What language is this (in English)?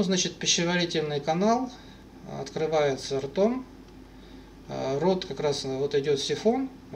Russian